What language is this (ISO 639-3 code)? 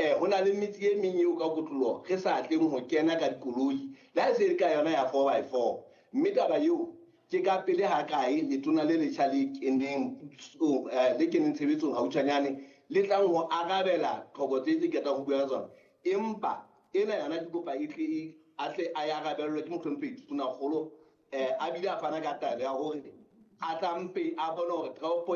sot